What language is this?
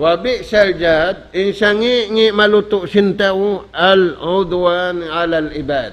Tausug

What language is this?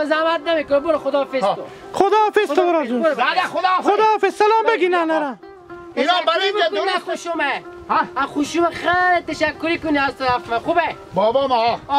Hazaragi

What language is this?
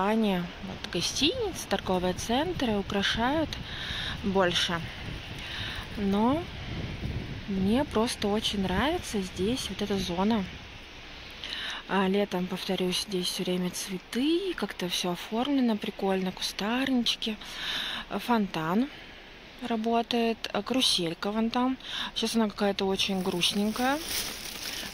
Russian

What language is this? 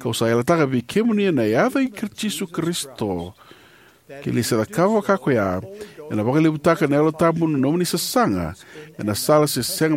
Fijian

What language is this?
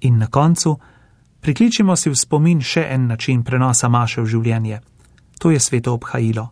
Slovenian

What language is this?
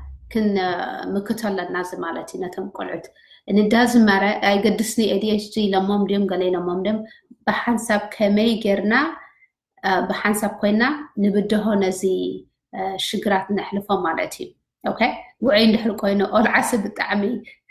Tigrinya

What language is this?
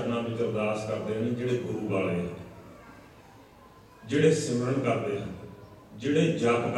Punjabi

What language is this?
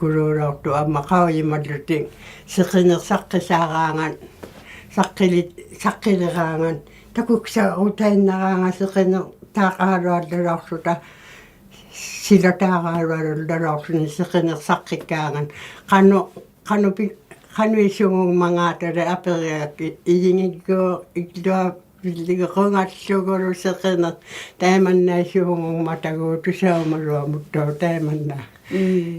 Inuktitut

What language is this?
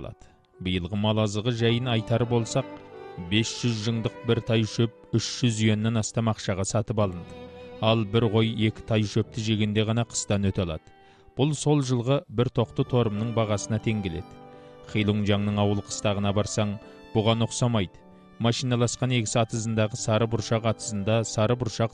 Kazakh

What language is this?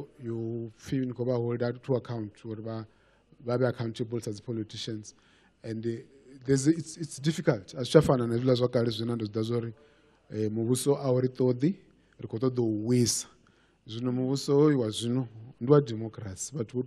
Venda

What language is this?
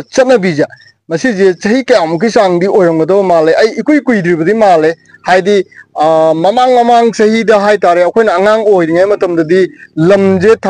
Manipuri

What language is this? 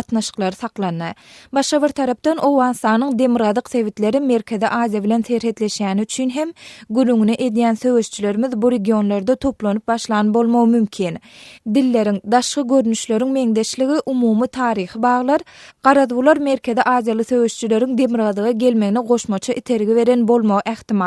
Turkmen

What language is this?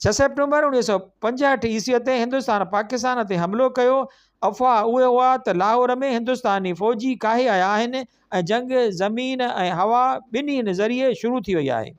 Sindhi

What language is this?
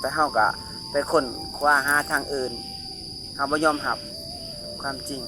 Lao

